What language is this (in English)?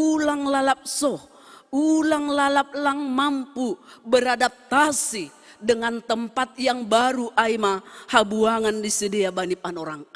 Batak Simalungun